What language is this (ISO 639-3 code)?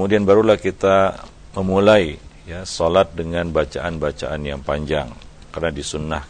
ind